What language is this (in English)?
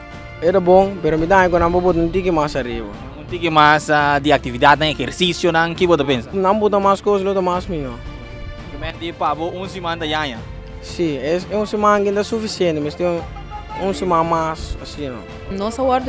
Papiamento